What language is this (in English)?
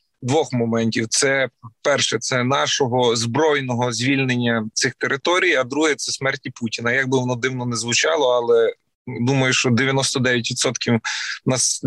Ukrainian